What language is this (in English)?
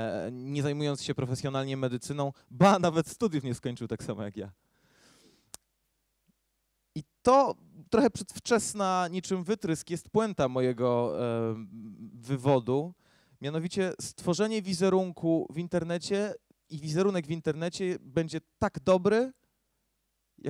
Polish